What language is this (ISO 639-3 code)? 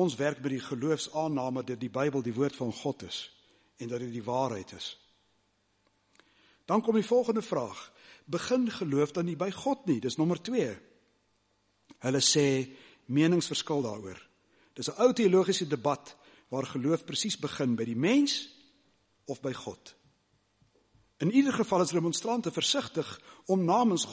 afr